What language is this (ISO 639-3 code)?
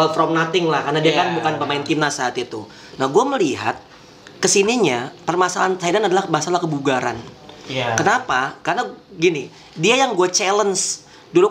ind